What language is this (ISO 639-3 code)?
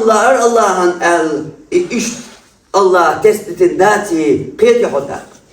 che